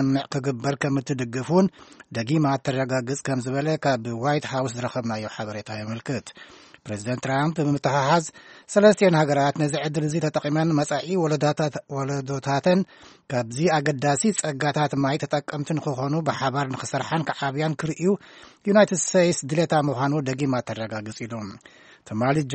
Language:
Tigrinya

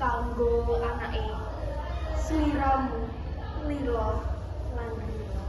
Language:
Javanese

